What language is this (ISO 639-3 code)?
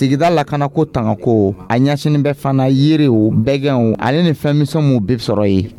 dyu